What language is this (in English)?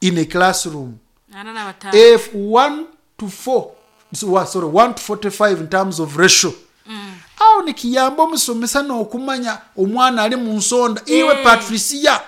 Nyoro